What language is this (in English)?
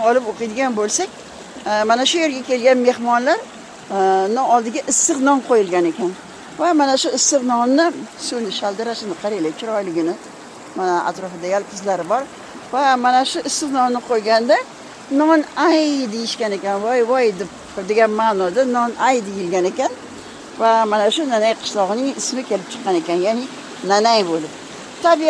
Uzbek